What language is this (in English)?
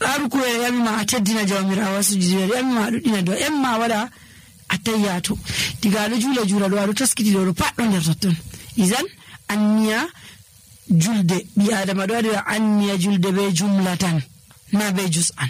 Nigerian Fulfulde